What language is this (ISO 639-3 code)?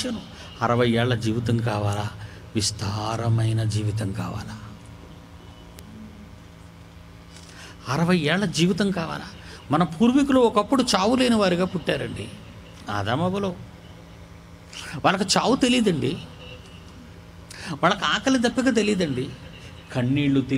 tel